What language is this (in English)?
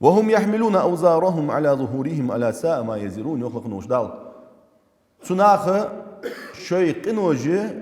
Ingush